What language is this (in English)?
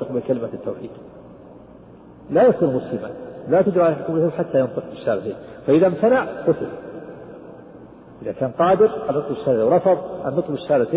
Arabic